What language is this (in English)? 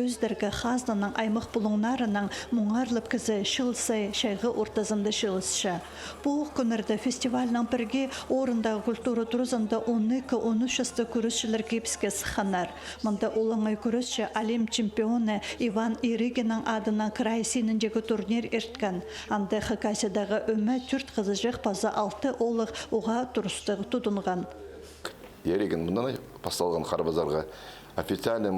Khakas